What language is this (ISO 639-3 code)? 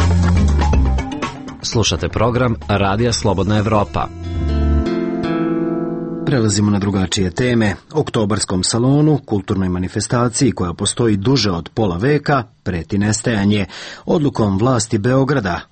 srp